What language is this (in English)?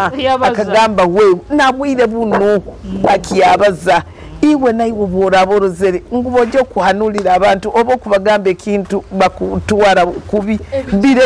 Nyoro